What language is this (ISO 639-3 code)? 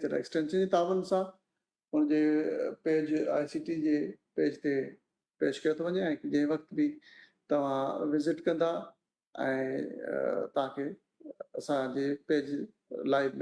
snd